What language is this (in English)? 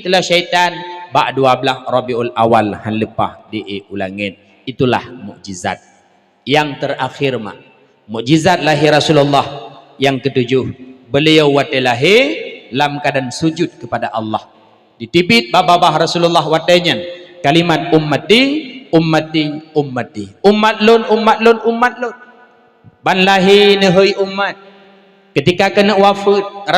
Achinese